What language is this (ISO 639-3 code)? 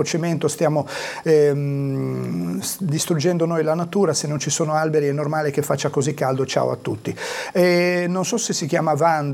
ita